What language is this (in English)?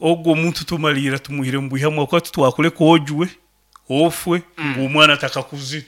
Nyankole